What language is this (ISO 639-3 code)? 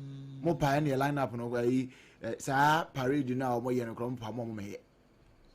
aka